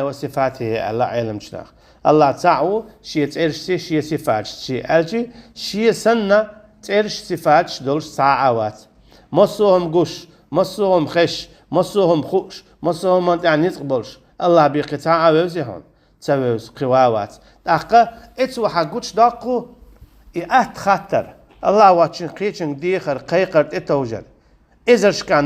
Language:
Chechen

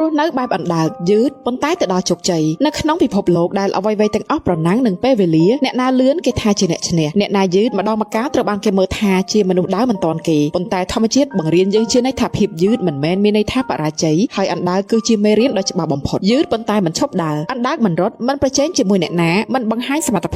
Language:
Khmer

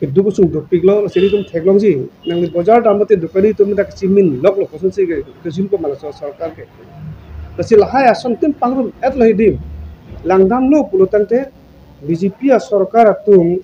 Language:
Karbi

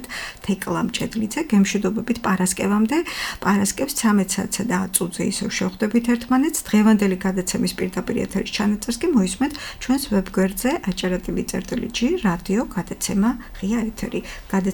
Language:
Georgian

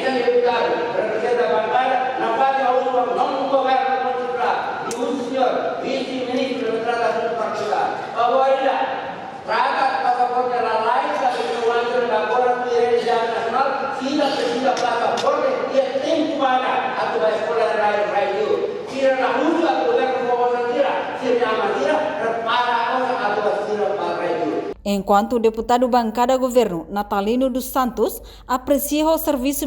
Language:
Tetum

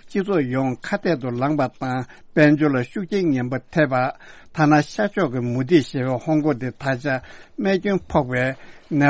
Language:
Tibetan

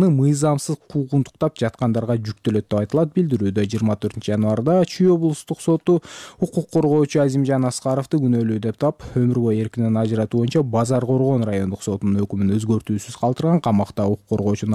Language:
Kyrgyz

